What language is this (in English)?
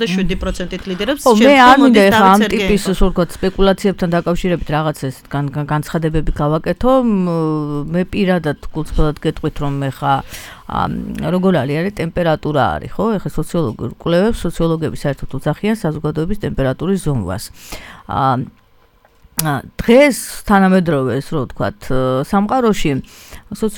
Georgian